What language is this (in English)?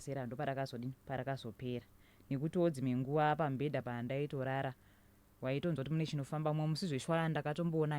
Shona